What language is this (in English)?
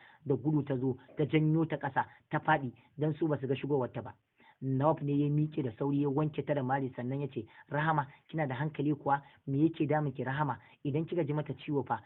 Hausa